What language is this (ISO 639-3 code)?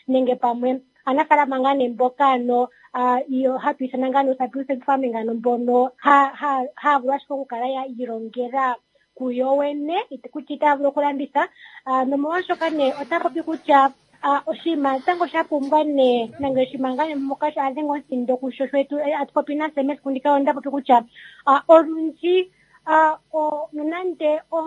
kua